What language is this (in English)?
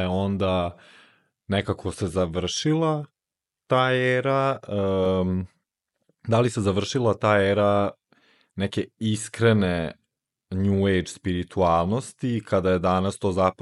Serbian